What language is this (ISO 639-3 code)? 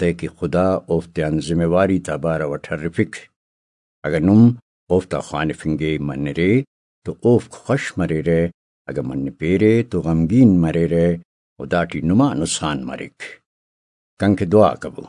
brh